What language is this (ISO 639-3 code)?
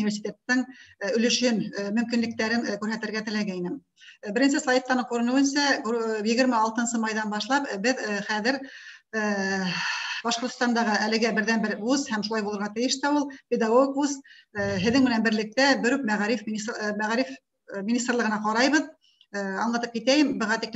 bak